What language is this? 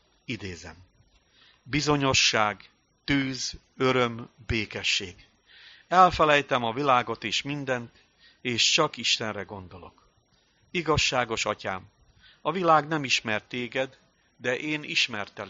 Hungarian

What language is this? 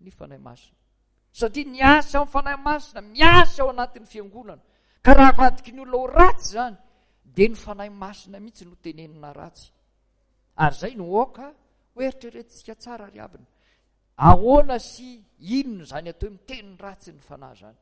Malagasy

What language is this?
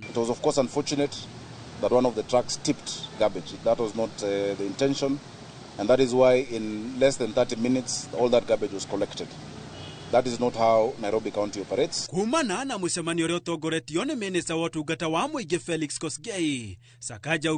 Kikuyu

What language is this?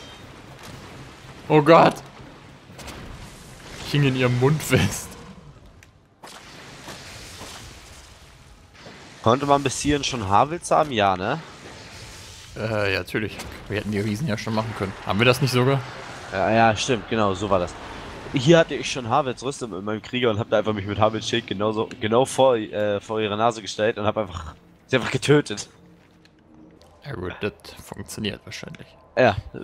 German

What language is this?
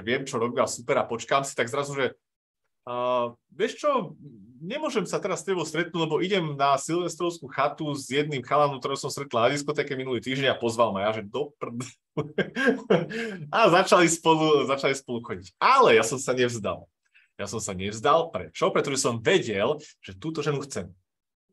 Slovak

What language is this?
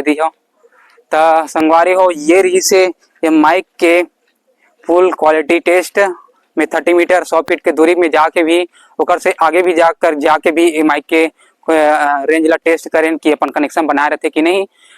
Chhattisgarhi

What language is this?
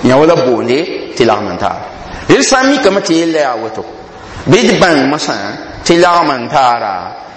Mossi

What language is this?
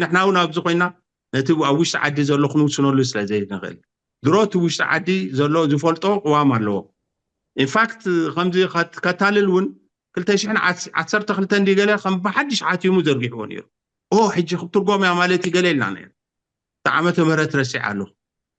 Tigrinya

